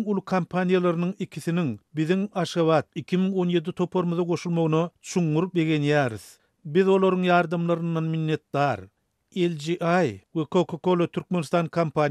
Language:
Turkmen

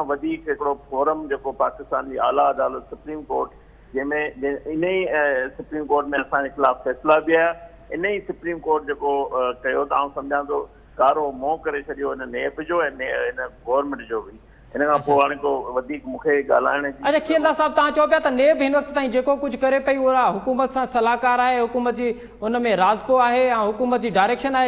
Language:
Sindhi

